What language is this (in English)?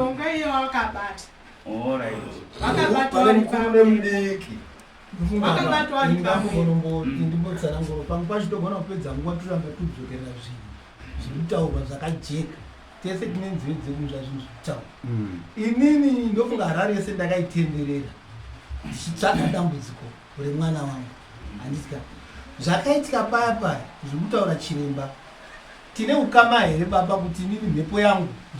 Shona